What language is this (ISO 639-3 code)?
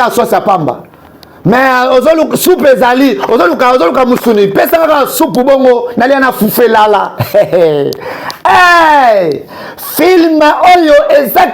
lin